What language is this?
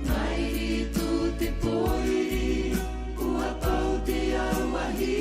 Tahitian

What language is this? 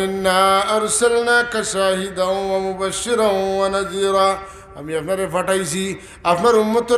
Sylheti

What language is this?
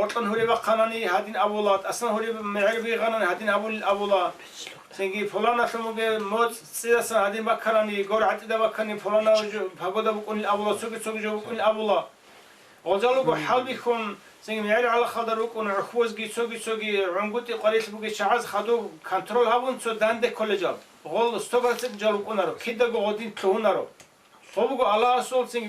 Avaric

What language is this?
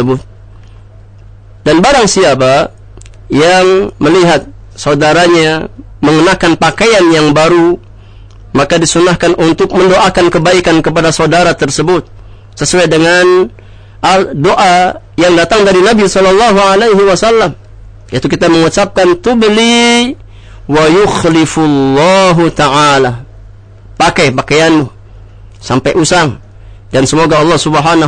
Indonesian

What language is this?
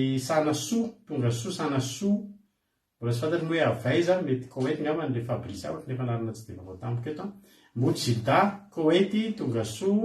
Malagasy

